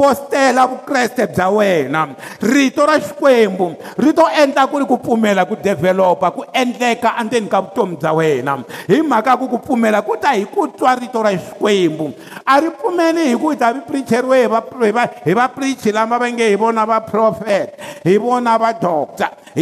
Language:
Tsonga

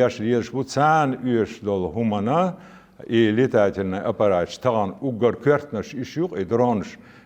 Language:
Chechen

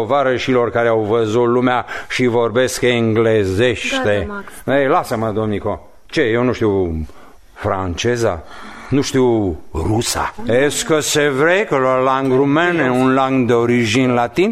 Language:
Romanian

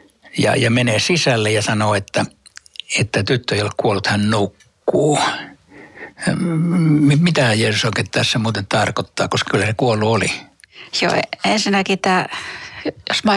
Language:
Finnish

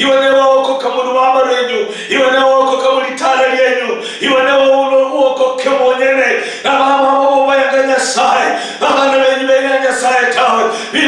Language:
Luyia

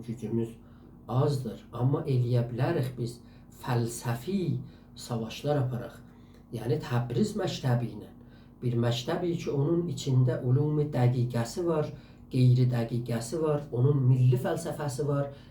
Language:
South Azerbaijani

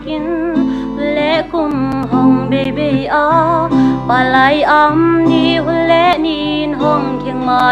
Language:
Paite Chin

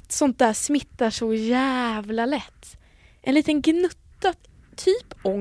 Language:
Swedish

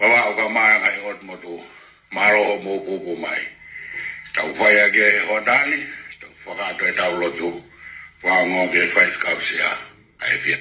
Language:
Tongan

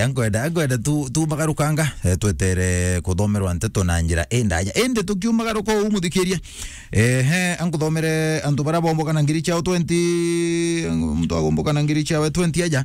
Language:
Meru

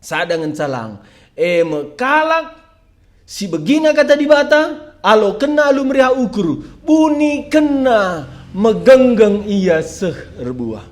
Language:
Batak Karo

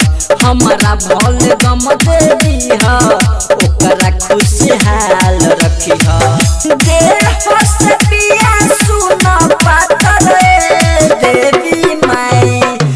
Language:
Bhojpuri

